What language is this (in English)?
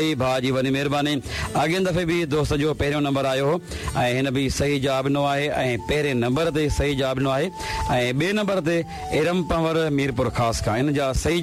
Sindhi